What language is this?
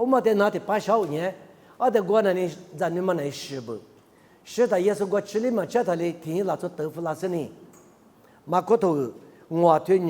Lisu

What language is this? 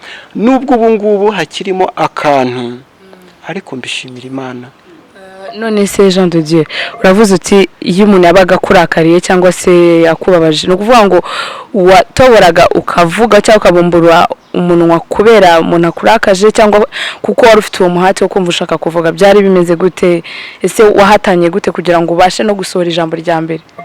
Kinyarwanda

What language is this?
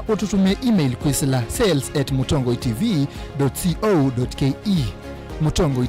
Kamba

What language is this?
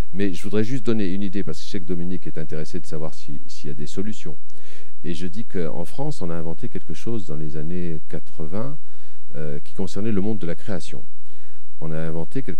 French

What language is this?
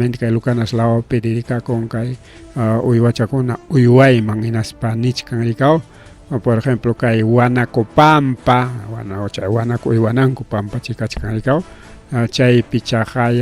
Ayacucho Quechua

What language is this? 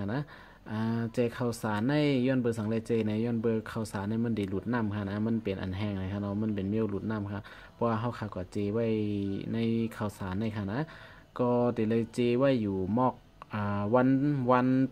Shan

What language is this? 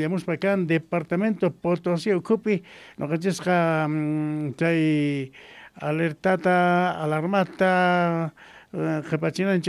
Quechua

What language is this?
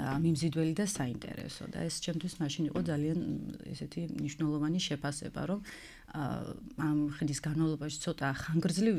Georgian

